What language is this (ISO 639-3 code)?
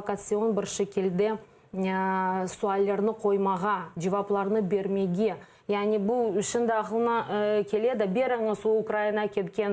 crh